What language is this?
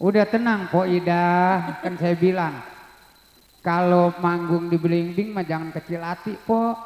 Betawi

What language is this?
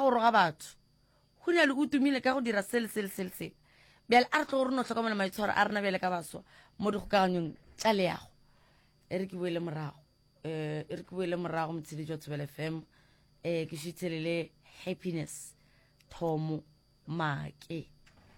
Northern Sotho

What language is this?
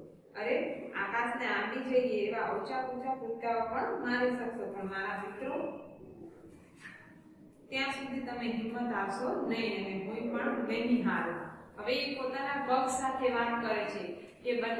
Gujarati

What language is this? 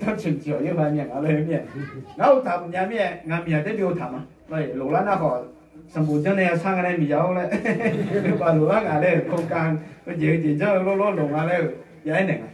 Akha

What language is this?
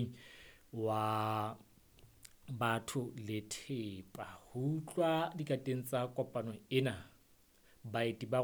Southern Sotho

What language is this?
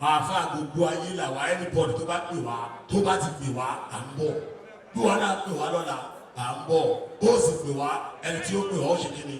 Yoruba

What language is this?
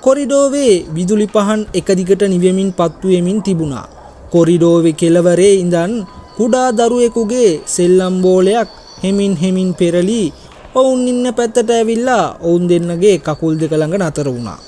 Sinhala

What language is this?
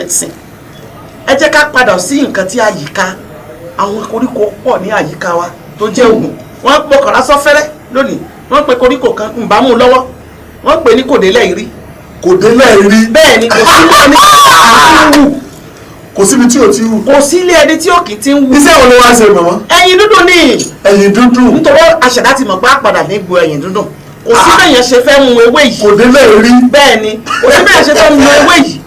Yoruba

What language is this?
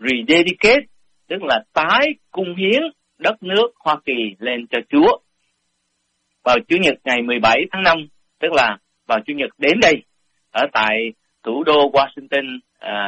Vietnamese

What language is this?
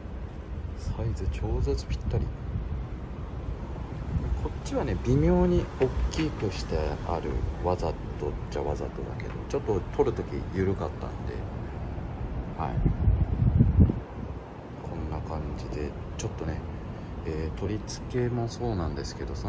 Japanese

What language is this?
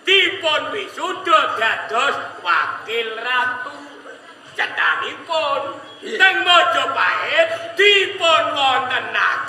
Javanese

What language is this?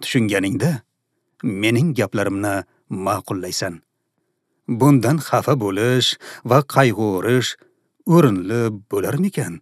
Uzbek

